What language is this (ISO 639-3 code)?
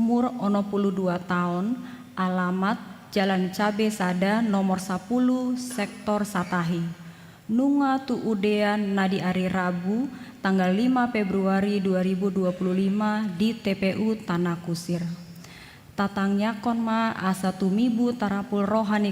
bbc